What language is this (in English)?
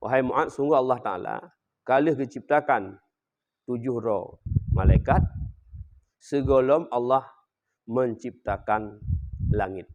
Achinese